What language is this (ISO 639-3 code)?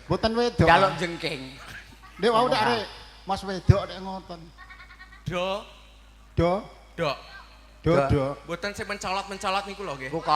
jav